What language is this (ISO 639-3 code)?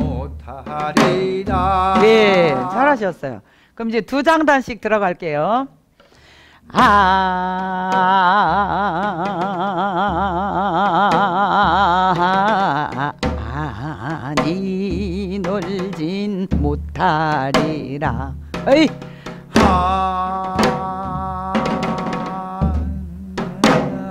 kor